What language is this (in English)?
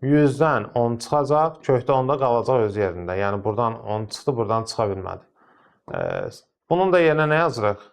Azerbaijani